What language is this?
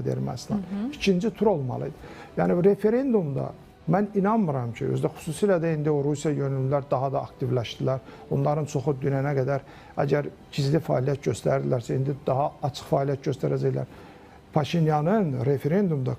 Azerbaijani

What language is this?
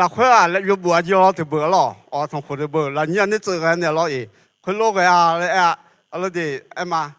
Akha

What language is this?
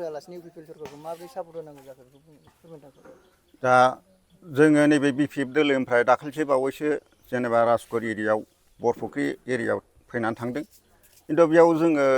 Bodo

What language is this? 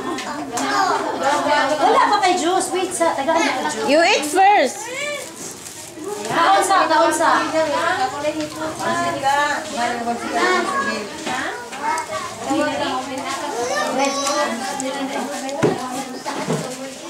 Cebuano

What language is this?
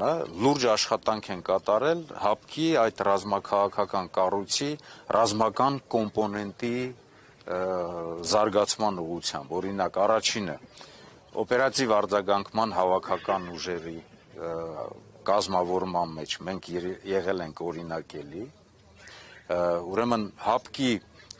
Armenian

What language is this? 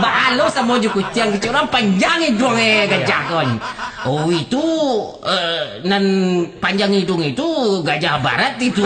Minangkabau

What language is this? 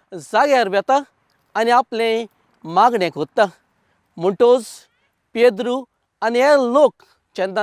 Konkani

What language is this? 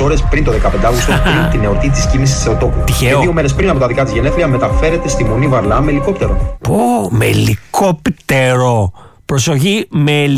Greek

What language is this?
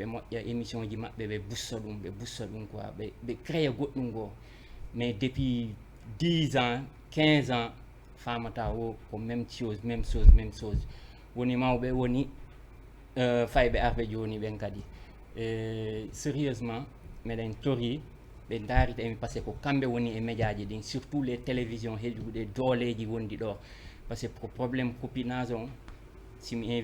Fula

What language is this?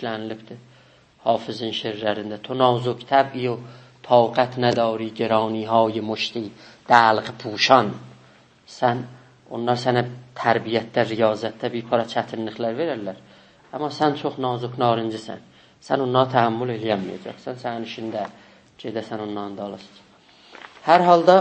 South Azerbaijani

